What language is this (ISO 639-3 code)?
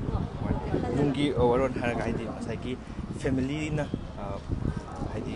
mni